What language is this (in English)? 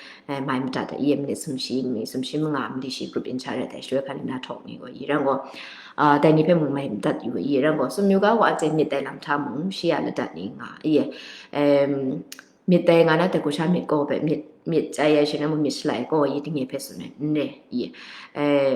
Kachin